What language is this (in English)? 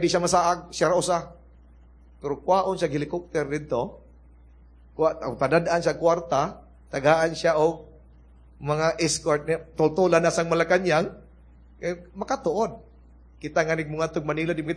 Cebuano